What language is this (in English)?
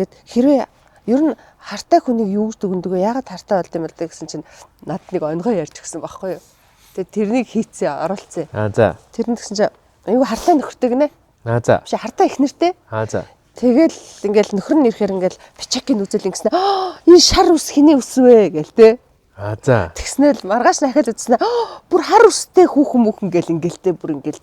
Mongolian